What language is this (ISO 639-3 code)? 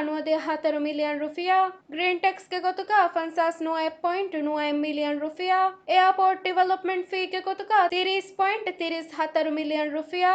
div